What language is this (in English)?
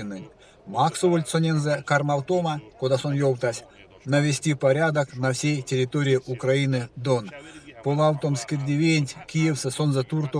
Erzya